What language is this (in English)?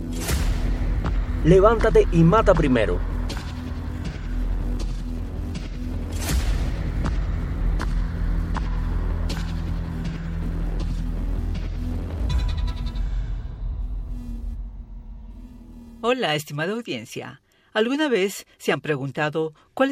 Spanish